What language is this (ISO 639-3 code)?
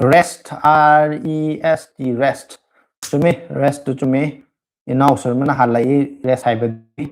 mni